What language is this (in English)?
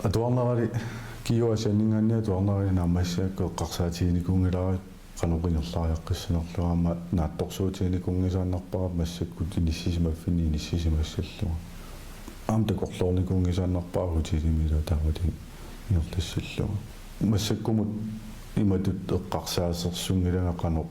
Kalaallisut